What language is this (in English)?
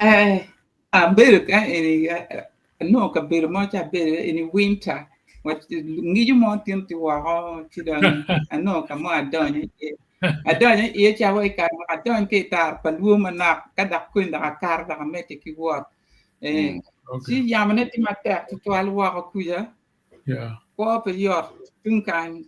Acoli